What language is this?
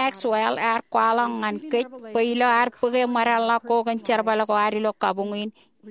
Marshallese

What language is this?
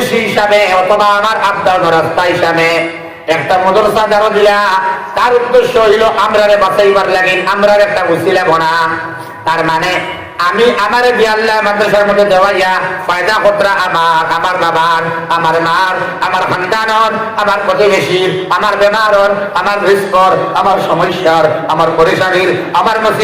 Sylheti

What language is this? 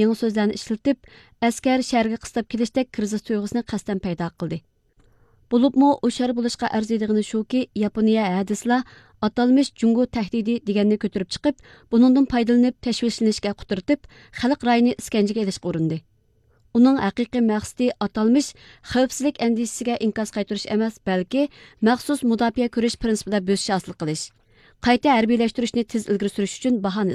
Uyghur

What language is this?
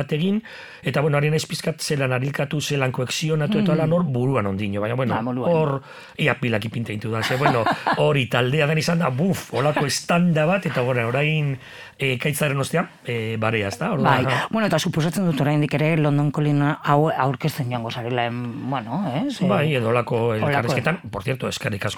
Basque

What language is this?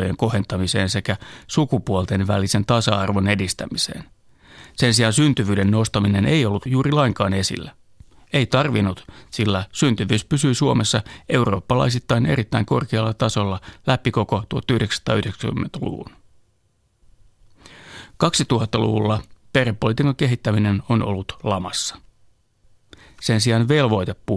Finnish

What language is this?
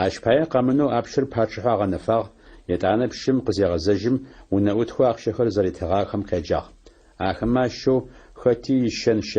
Adyghe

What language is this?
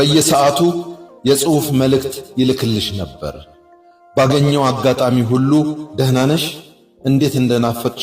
Amharic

